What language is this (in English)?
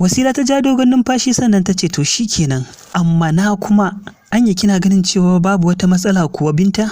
Hausa